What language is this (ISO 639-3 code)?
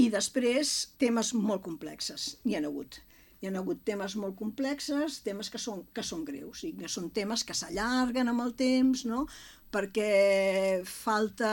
cat